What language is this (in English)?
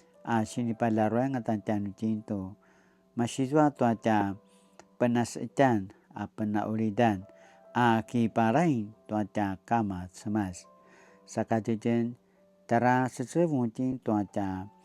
Paiwan